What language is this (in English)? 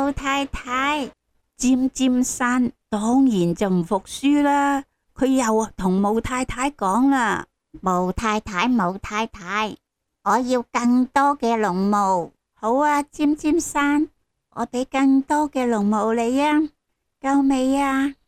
Cantonese